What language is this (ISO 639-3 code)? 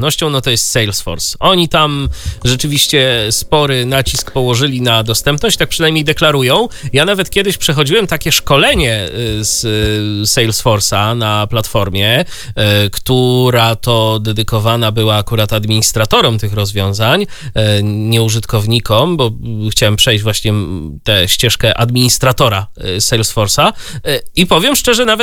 pol